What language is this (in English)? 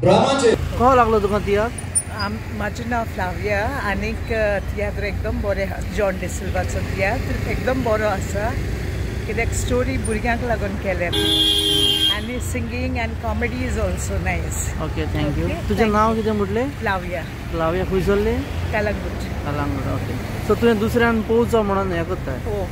Konkani